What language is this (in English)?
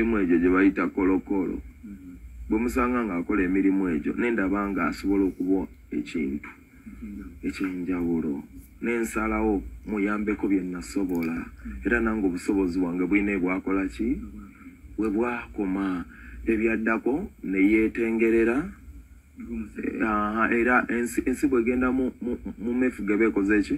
Ganda